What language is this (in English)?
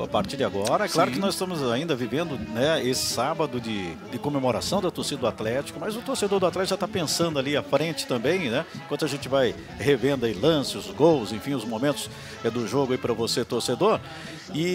Portuguese